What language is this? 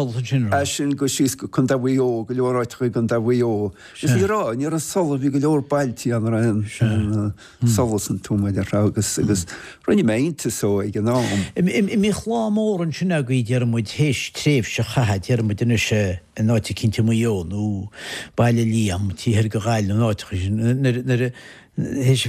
Irish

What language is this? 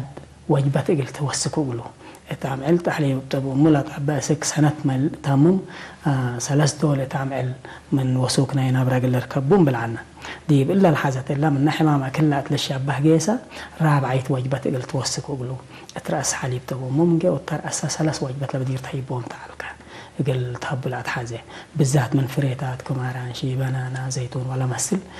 Tigre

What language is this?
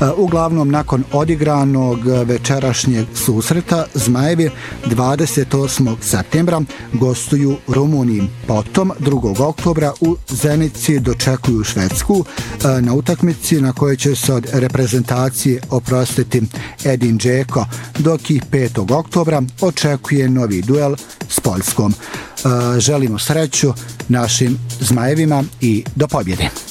Bosnian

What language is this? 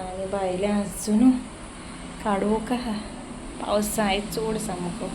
Konkani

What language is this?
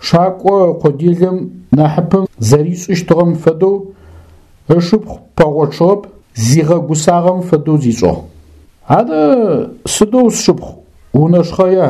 Adyghe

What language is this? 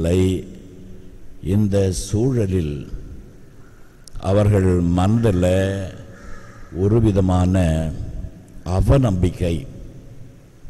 Tamil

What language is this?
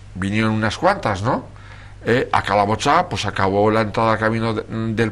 Spanish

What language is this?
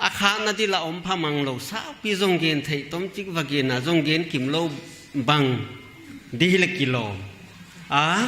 Paite Chin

